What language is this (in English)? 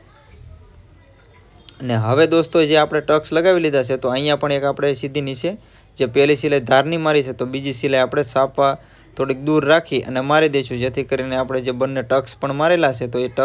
Gujarati